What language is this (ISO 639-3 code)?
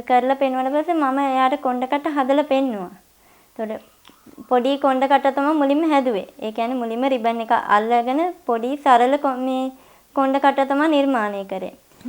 sin